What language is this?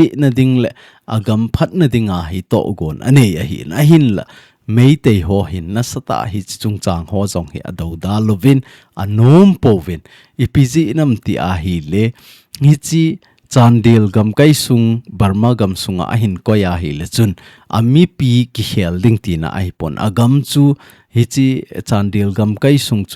Thado Chin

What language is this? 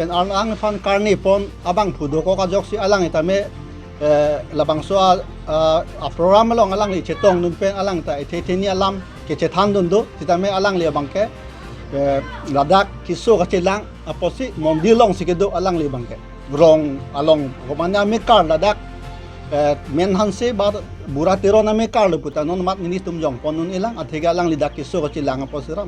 Karbi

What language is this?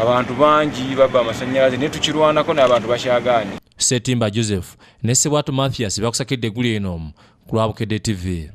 Ganda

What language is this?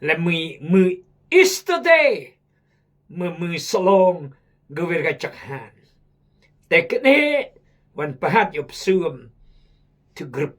Khmu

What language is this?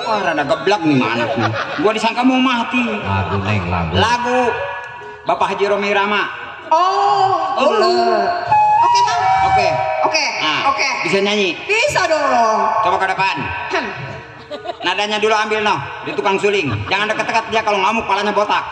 Betawi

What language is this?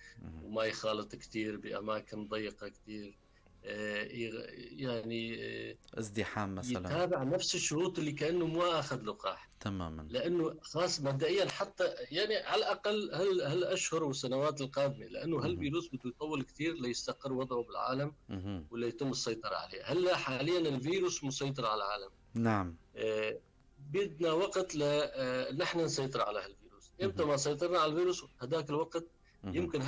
North Levantine Arabic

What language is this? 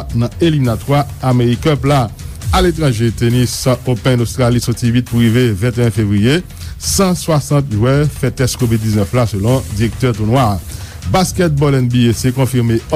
Haitian Creole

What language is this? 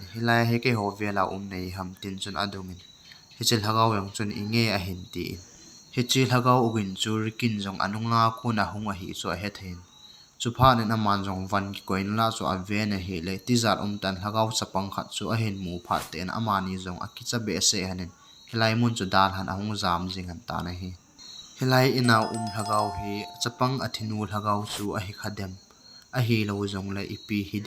Thado Chin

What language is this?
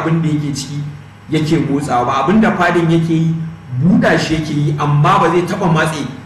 Hausa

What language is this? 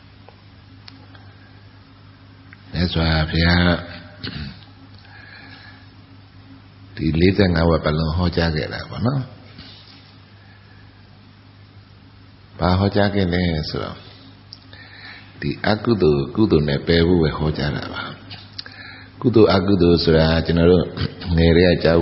Burmese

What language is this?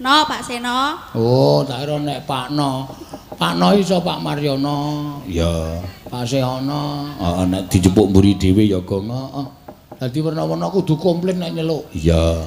Javanese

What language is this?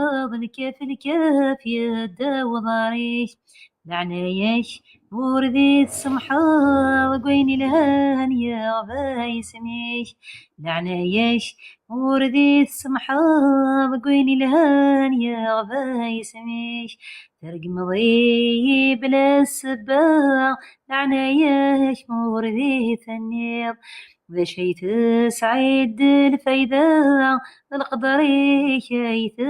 Kabyle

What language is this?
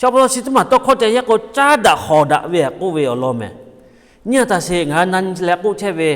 Lahu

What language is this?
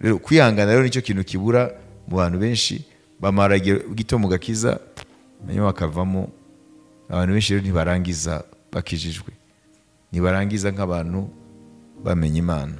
Kinyarwanda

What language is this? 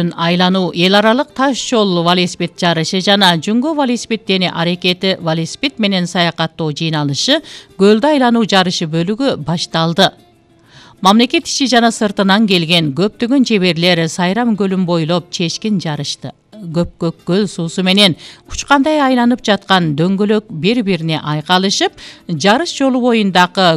Kyrgyz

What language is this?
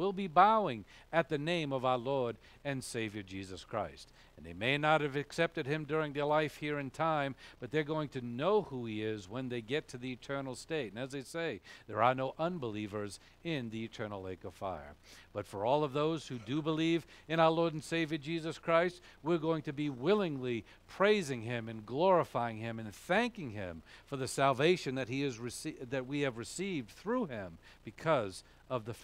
English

